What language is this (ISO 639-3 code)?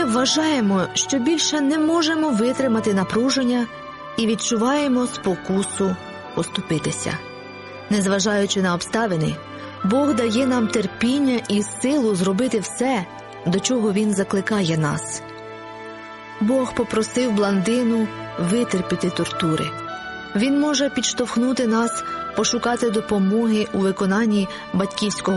ukr